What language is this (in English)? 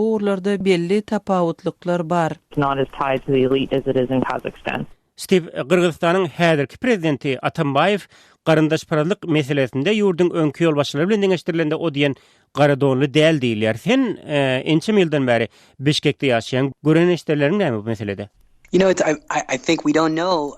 Turkmen